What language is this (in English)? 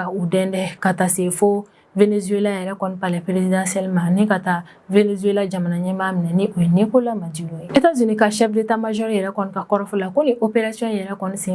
Bambara